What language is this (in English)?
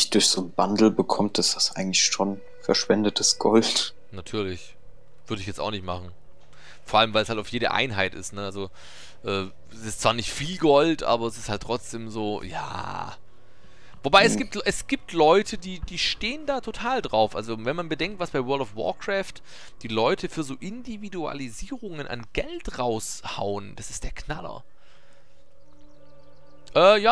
German